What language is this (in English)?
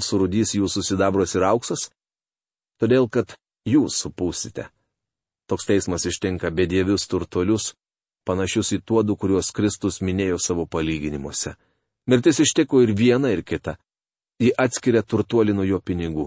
Lithuanian